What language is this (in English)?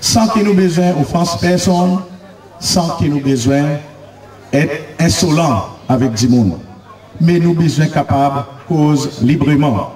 Seselwa Creole French